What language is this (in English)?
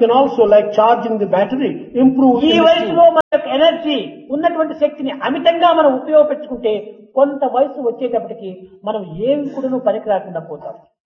Telugu